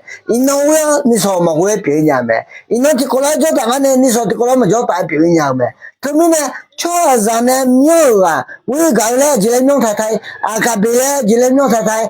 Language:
Akha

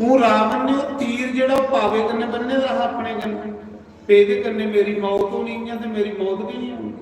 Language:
Dogri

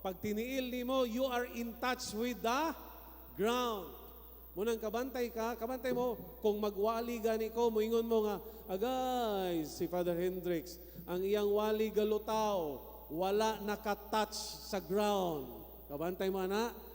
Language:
Cebuano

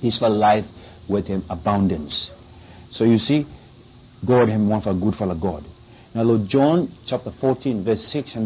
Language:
Bislama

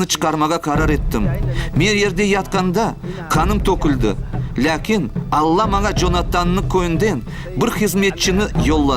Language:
Crimean Tatar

